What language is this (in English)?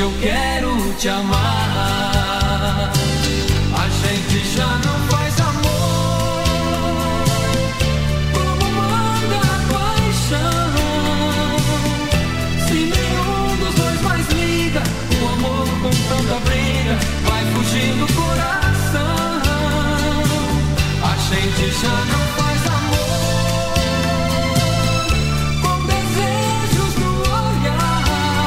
Portuguese